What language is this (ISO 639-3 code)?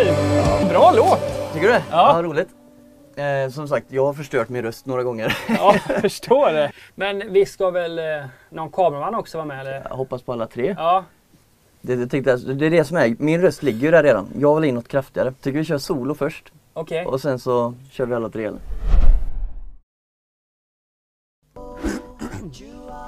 swe